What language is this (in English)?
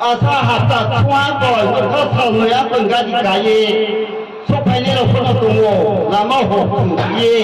Riang (India)